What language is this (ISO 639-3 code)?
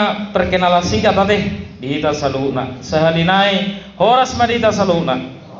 bbc